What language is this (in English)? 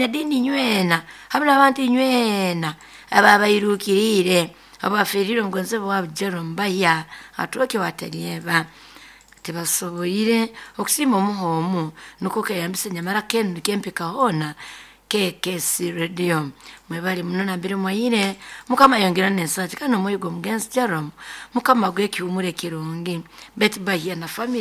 Nyoro